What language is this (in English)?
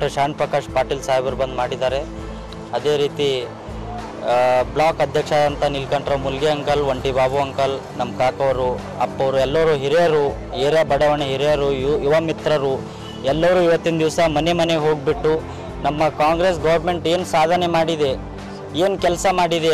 Kannada